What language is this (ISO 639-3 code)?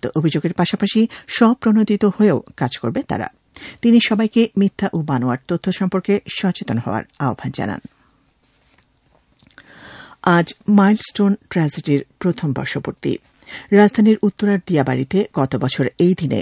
ben